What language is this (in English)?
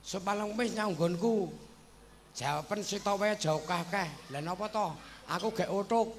Javanese